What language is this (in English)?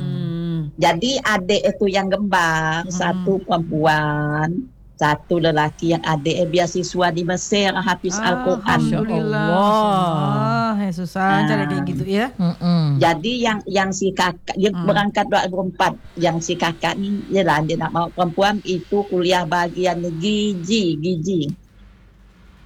Malay